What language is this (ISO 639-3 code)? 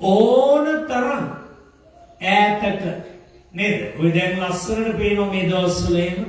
sin